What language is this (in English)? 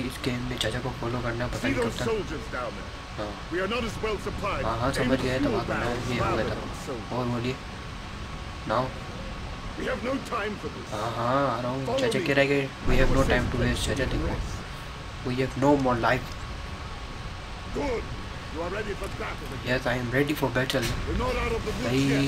Hindi